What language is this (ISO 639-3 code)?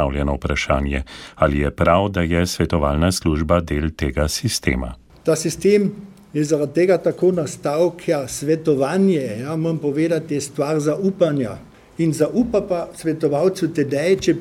slv